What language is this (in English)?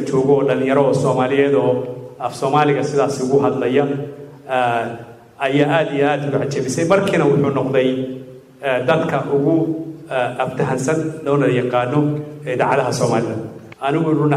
Somali